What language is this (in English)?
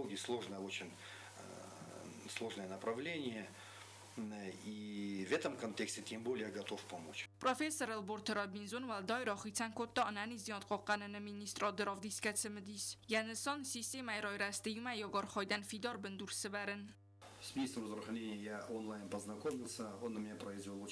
Ossetic